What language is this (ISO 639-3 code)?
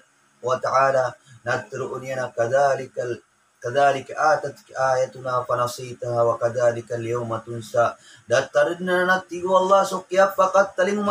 mrw